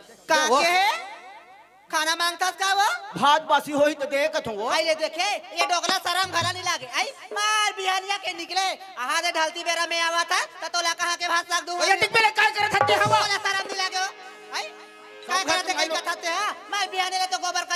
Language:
Chhattisgarhi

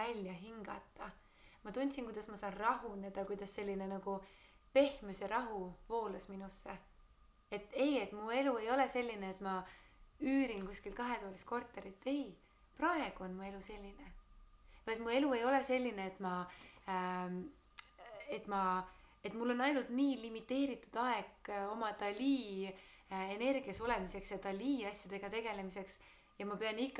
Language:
Estonian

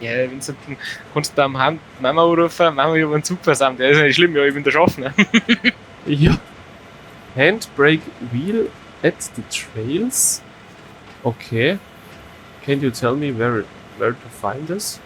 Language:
Bavarian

